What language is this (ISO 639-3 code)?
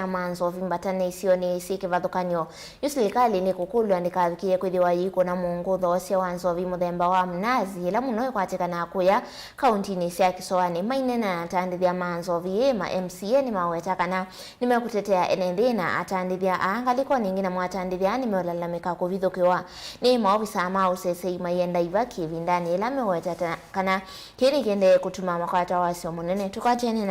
kam